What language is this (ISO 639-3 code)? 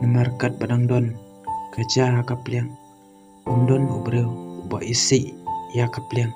kha